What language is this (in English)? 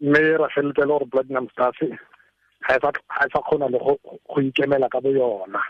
Tswana